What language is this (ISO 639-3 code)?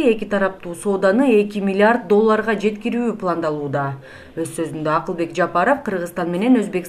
kir